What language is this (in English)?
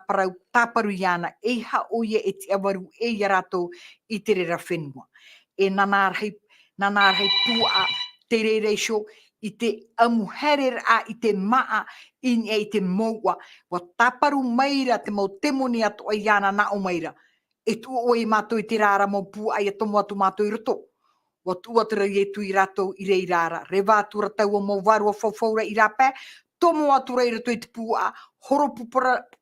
Tahitian